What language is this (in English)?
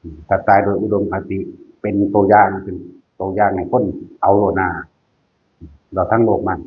Northeastern Thai